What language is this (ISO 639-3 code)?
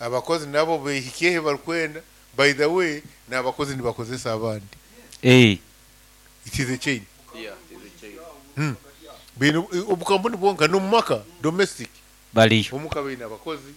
nyo